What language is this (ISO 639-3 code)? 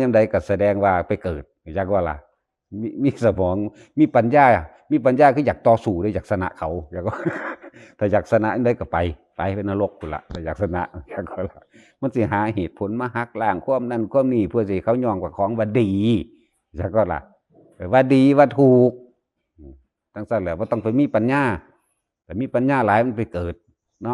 tts